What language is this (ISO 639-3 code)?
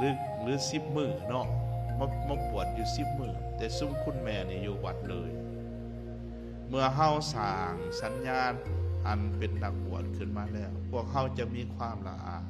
lao